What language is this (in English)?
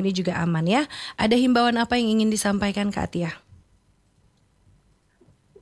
Indonesian